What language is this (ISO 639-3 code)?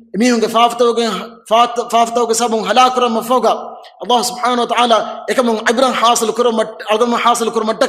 div